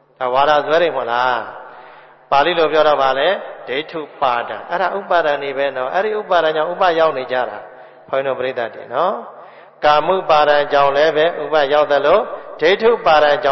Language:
Burmese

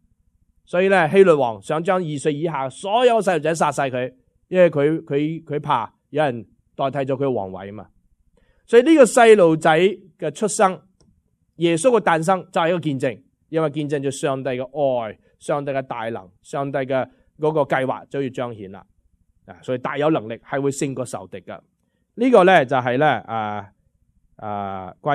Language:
Cantonese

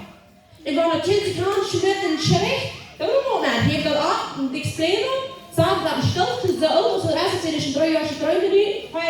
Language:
Plautdietsch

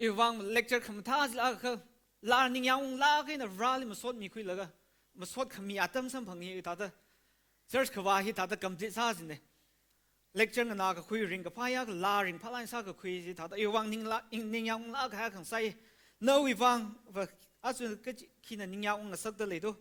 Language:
Tangkhul Naga (India)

